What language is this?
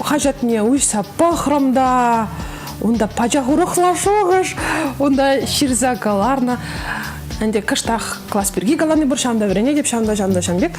Chuvash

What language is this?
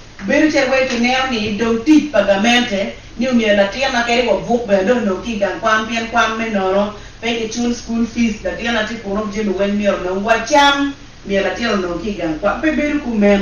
Acoli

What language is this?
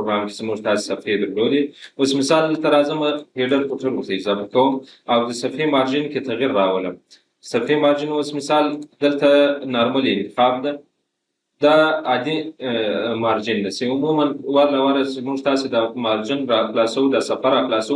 Pashto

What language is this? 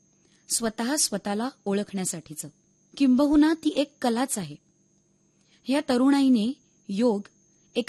Marathi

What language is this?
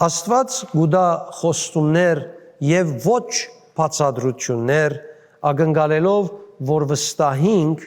Western Armenian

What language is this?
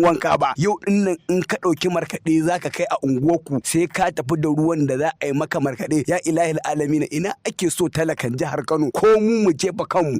Hausa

